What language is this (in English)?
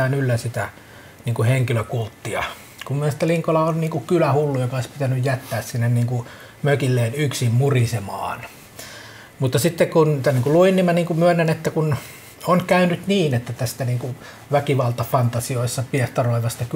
Finnish